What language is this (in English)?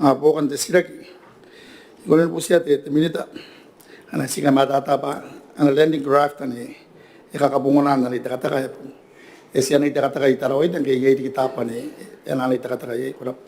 Gilbertese